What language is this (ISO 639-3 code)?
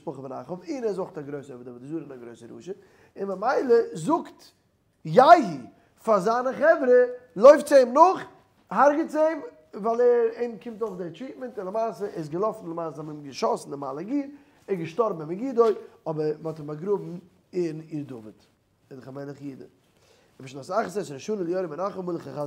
yid